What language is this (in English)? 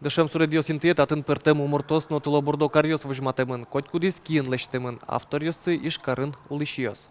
Udmurt